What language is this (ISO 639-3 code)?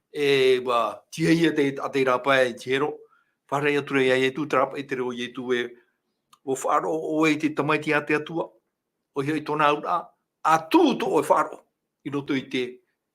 tah